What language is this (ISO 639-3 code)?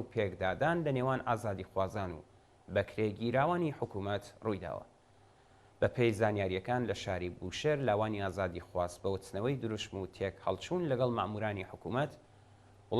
ckb